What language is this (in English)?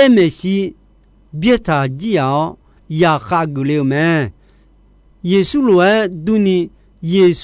Akha